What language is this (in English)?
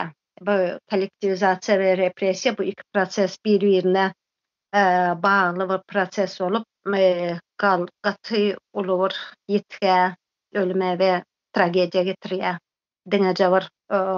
Turkmen